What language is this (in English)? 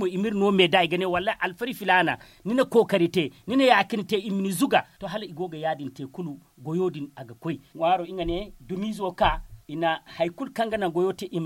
Zarma